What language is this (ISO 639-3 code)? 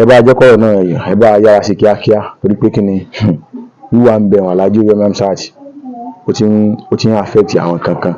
yor